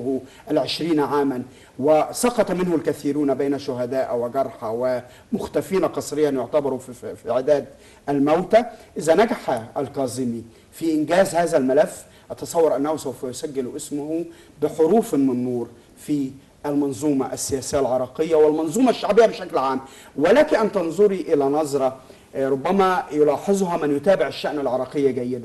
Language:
Arabic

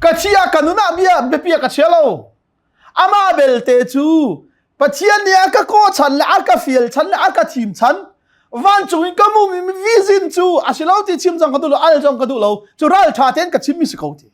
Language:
Hakha Chin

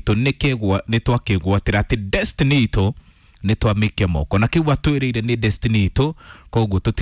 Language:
Kikuyu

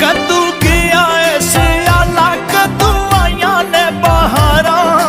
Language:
Pahari-Potwari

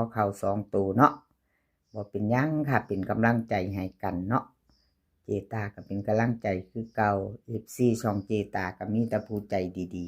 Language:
Northeastern Thai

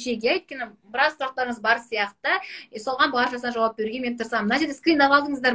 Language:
Kazakh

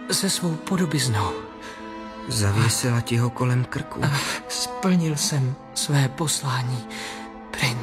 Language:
Czech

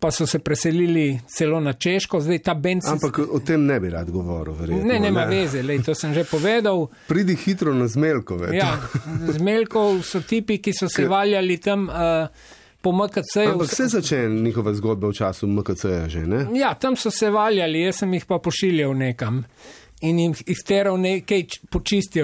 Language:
Slovenian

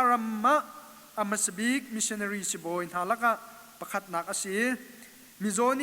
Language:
Hakha Chin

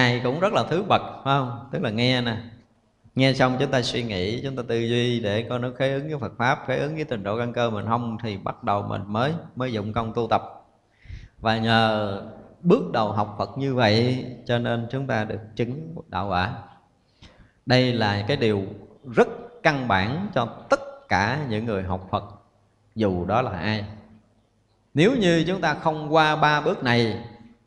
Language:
Vietnamese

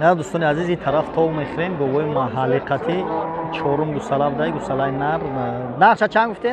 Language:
Tajik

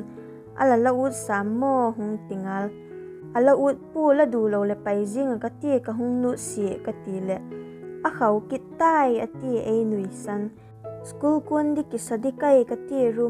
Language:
Vaiphei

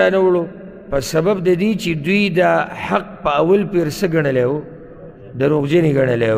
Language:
Pashto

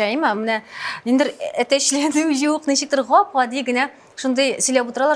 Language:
Tatar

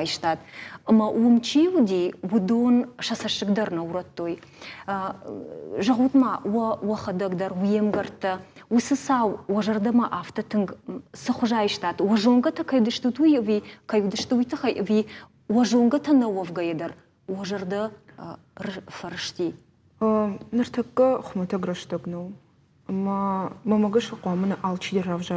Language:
Ossetic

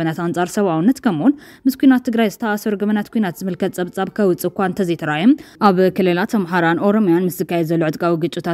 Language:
Tigrinya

